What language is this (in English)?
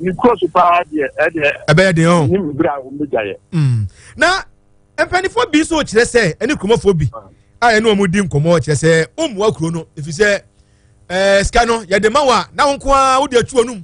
Akan